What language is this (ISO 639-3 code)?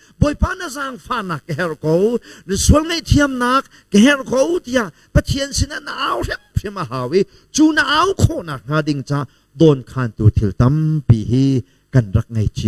cnh